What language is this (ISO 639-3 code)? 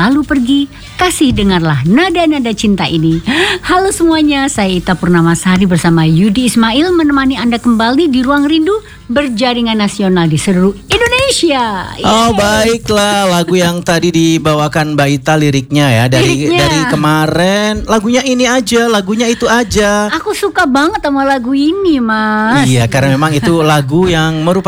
ind